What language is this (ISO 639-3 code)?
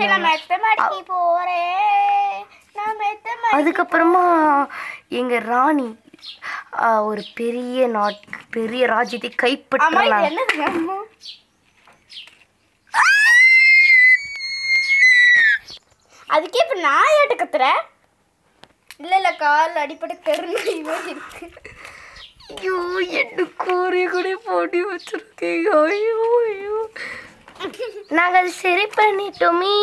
tam